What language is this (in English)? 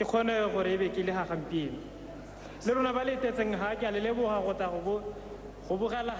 Tswana